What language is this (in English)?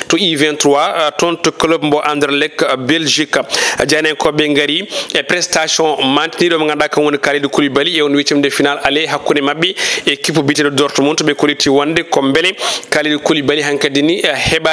Fula